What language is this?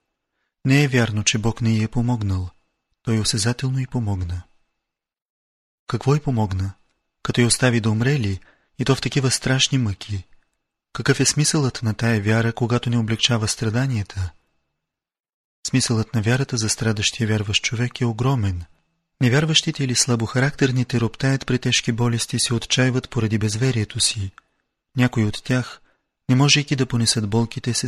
Bulgarian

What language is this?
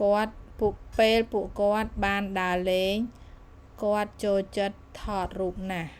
Khmer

